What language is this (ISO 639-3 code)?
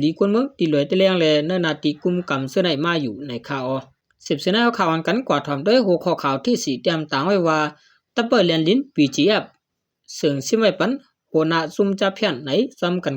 shn